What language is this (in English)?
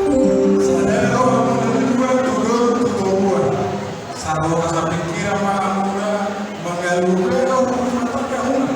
Batak Toba